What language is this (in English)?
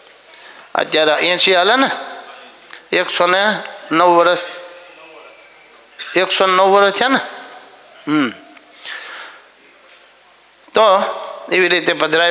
Gujarati